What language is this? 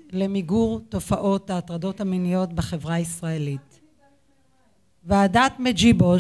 Hebrew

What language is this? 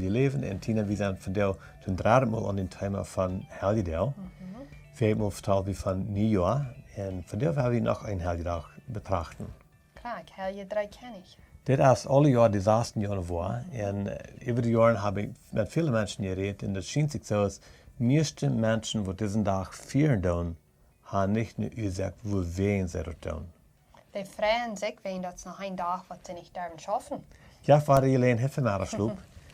Plautdietsch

